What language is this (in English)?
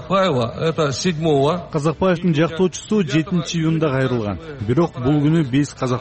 Kyrgyz